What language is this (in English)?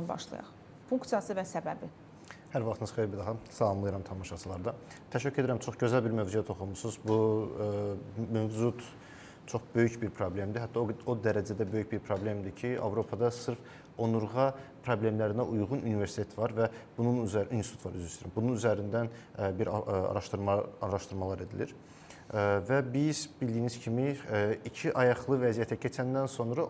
Azerbaijani